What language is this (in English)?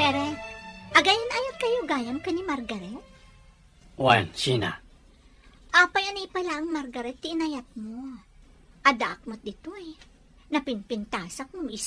Iloko